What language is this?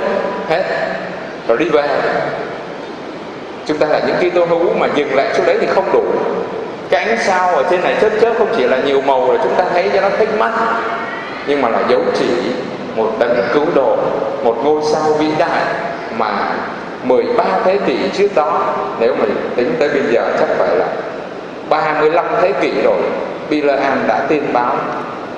Vietnamese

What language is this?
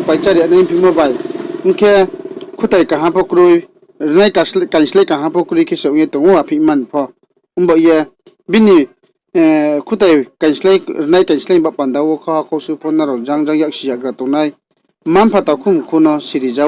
Riang (India)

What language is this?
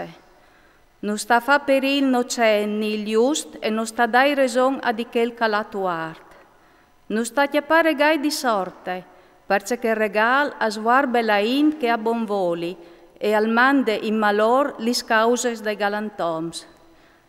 Friulian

